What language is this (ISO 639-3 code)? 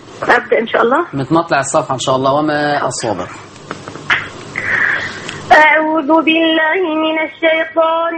ara